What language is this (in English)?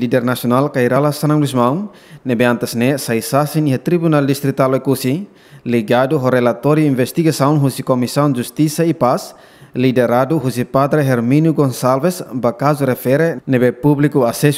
Tetum